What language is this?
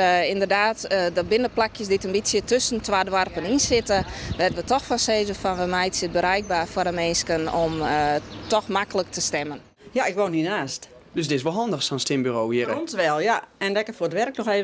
Western Frisian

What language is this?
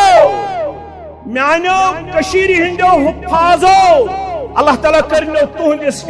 Kashmiri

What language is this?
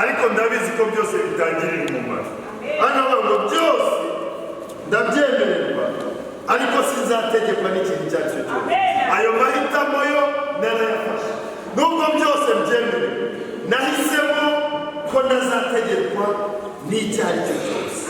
Kinyarwanda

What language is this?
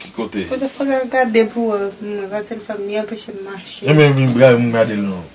Haitian Creole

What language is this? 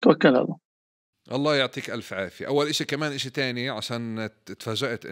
North Levantine Arabic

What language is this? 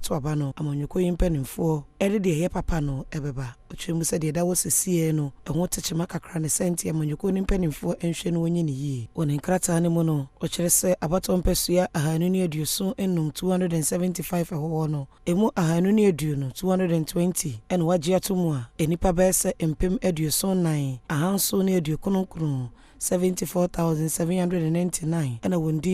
Akan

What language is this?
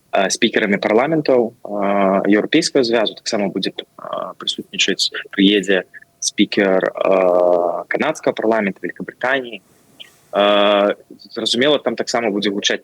Belarusian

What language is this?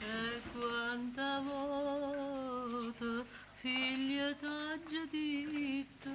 Neapolitan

